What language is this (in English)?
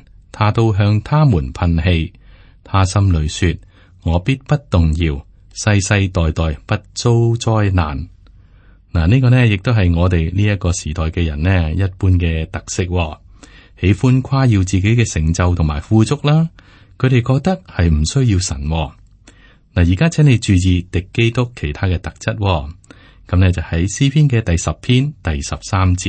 Cantonese